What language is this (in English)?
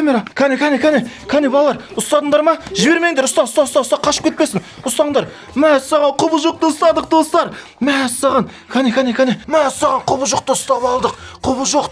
Kazakh